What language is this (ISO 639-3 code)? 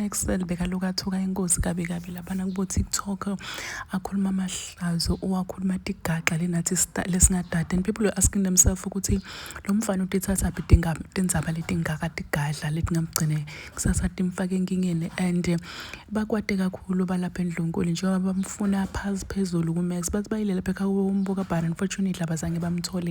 zul